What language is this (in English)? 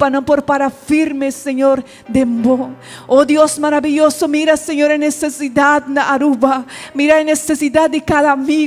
Papiamento